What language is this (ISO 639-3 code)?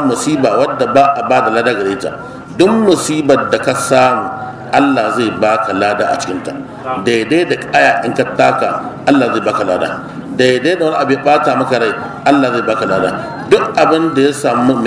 hau